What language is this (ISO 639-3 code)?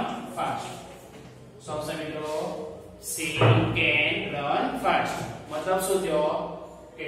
guj